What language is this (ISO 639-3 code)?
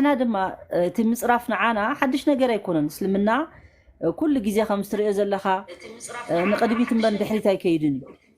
tir